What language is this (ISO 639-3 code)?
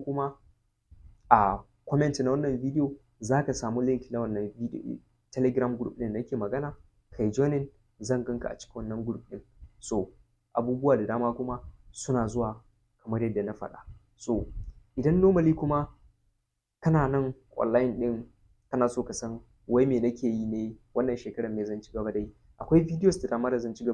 hau